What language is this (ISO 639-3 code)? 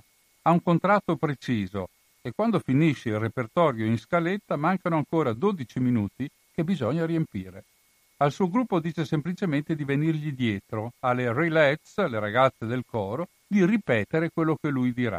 ita